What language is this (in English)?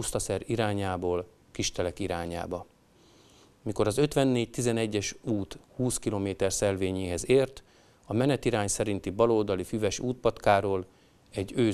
Hungarian